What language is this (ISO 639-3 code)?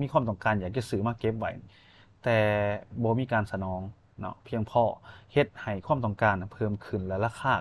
lao